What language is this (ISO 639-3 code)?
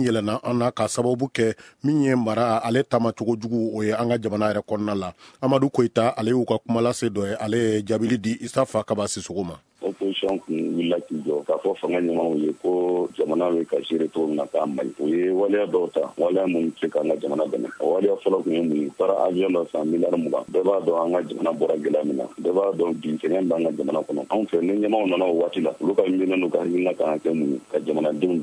bam